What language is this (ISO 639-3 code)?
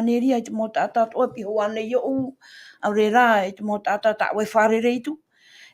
tah